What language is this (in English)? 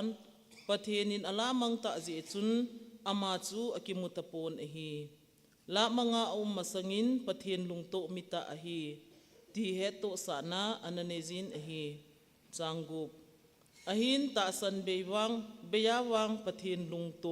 Thado Chin